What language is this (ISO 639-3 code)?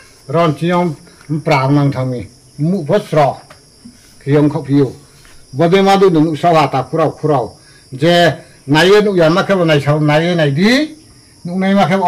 ria